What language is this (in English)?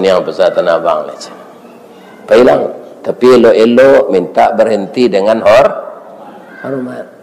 Minangkabau